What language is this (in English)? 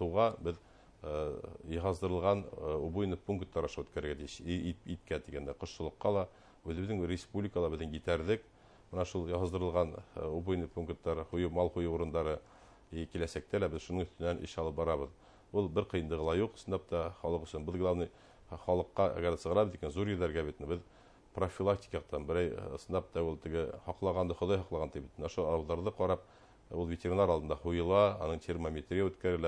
Bashkir